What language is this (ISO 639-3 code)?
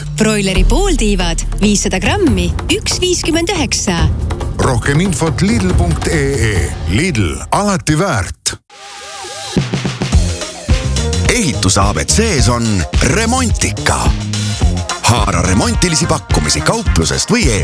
est